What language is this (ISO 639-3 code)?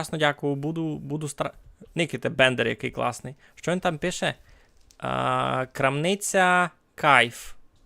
rue